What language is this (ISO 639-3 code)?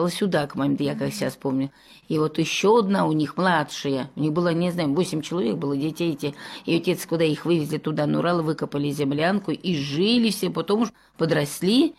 rus